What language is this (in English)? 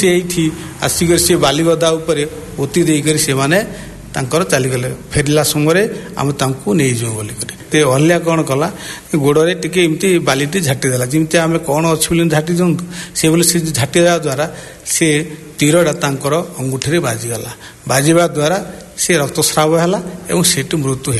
Odia